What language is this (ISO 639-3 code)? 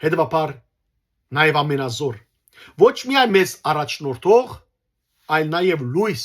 hyw